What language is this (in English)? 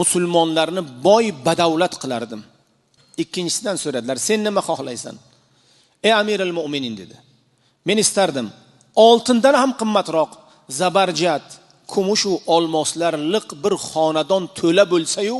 Uzbek